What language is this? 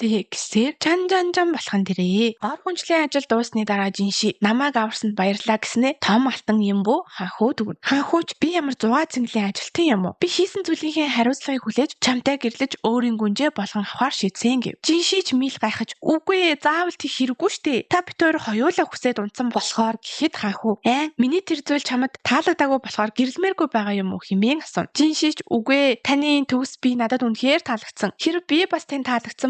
Mongolian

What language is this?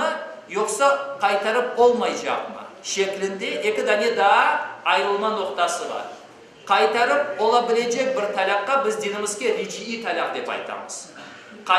Crimean Tatar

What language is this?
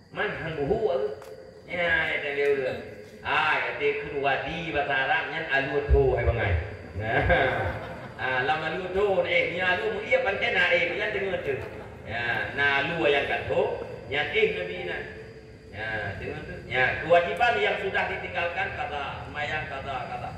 Achinese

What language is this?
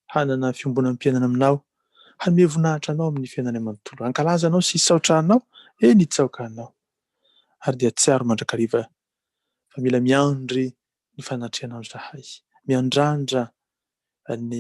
Malagasy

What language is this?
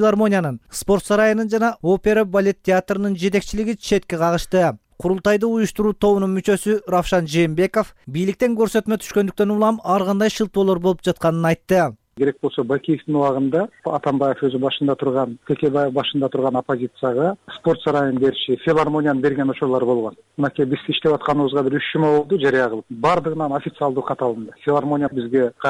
Kyrgyz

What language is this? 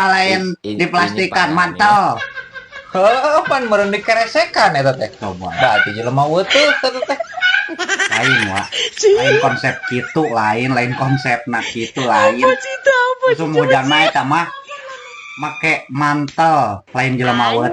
Sundanese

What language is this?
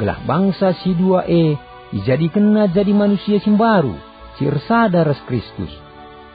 Batak Karo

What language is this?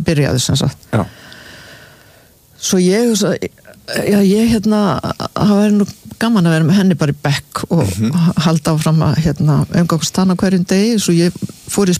Icelandic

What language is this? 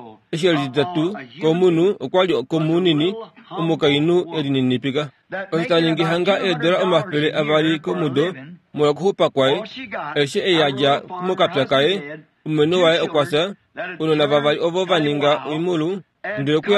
Kuanyama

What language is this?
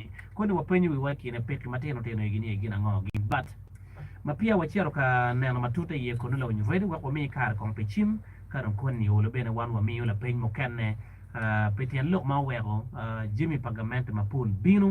Acoli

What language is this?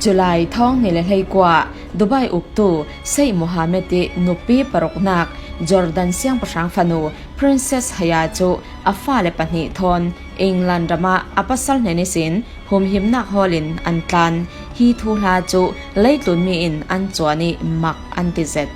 Falam Chin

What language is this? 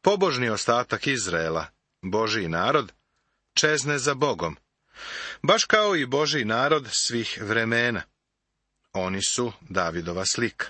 Serbian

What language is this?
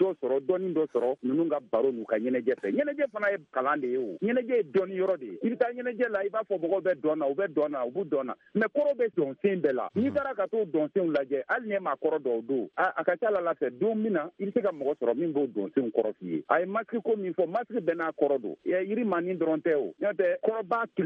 Bambara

